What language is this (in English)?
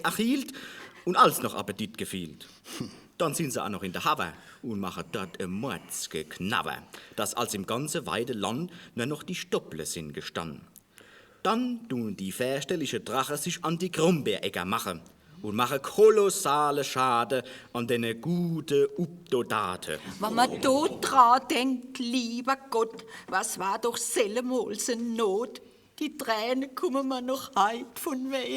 Palatine German